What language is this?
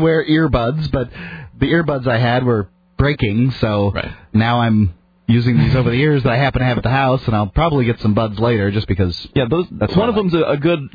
English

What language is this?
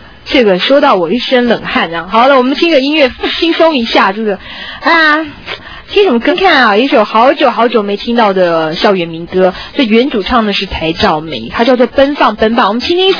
Chinese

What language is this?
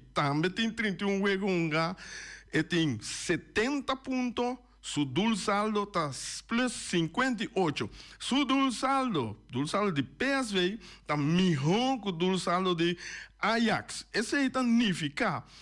Papiamento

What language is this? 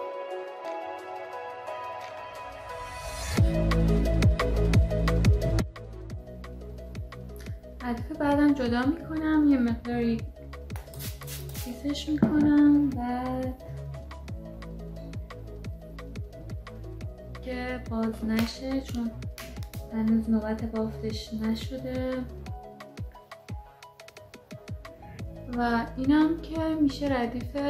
Persian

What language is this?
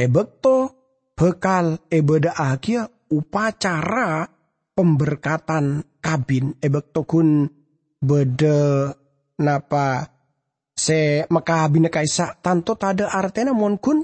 Madurese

